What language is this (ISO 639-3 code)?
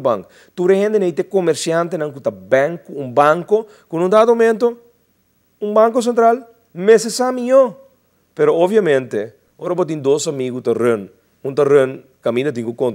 pap